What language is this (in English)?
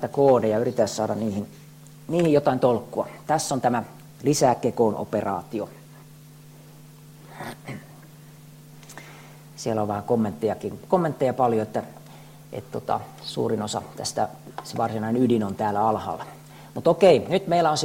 Finnish